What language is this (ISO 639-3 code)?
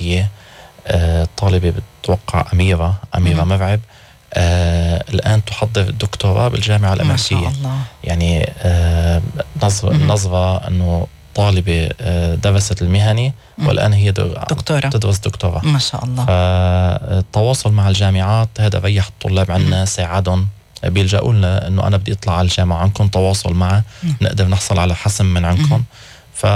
apc